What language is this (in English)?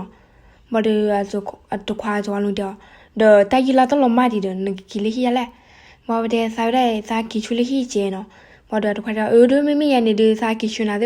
S'gaw Karen